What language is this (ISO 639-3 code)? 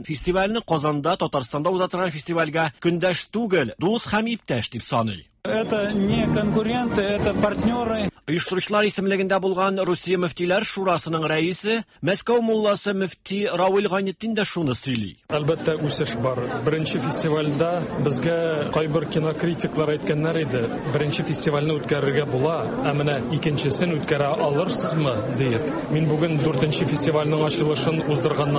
tat